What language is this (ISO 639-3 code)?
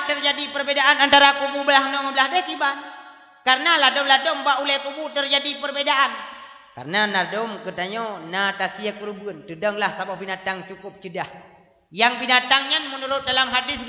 ace